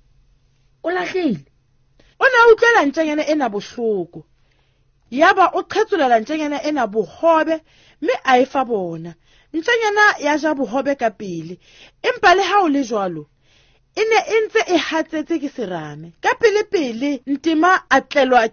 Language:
Southern Sotho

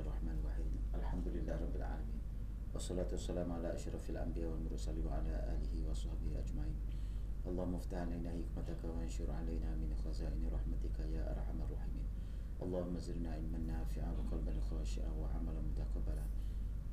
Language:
Malay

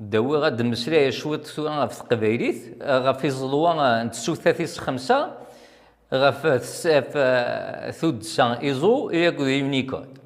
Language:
Kabyle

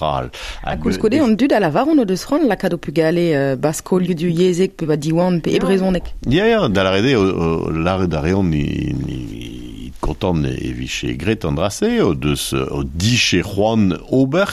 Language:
Breton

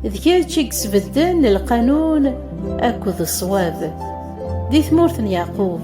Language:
Kabyle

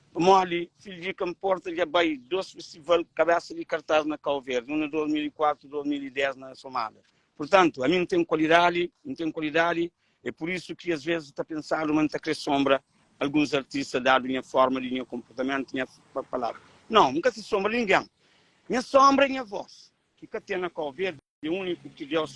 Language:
Kabuverdianu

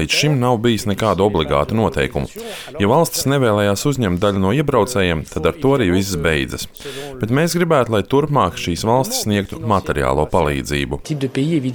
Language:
Latvian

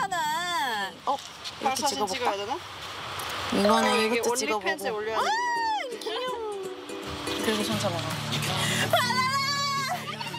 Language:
Korean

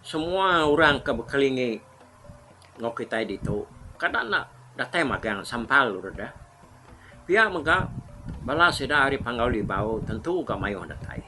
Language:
Iban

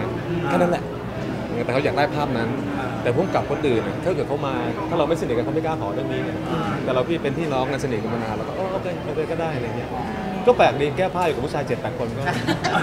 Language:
Thai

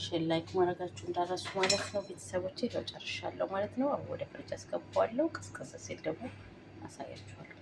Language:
Amharic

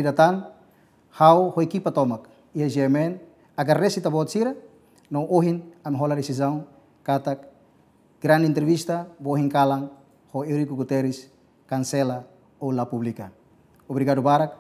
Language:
Tetum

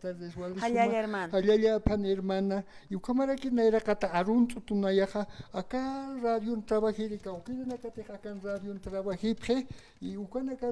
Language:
Aymara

